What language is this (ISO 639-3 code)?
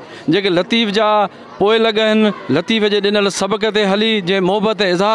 snd